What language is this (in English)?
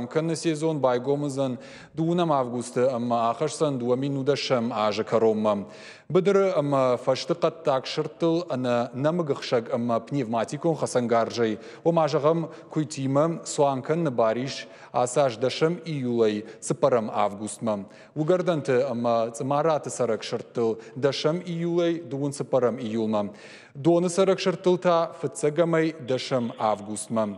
Ossetic